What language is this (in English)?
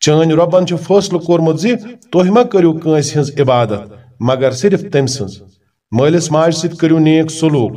Kashmiri